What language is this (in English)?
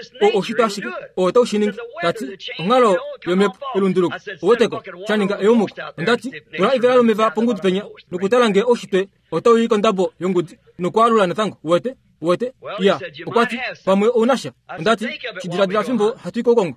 Kuanyama